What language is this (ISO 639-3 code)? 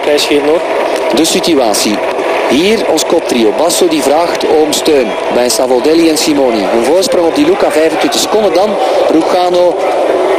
nld